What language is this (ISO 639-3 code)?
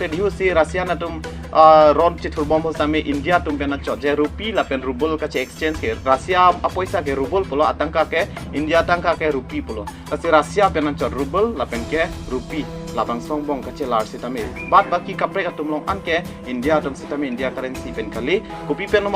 mjw